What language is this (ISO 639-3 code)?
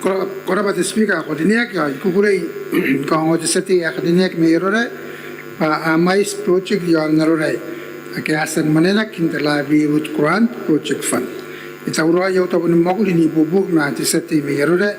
gil